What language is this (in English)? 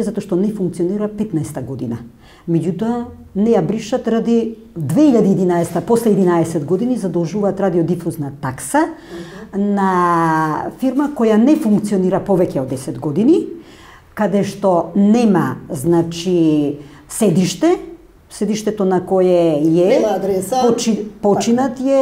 Macedonian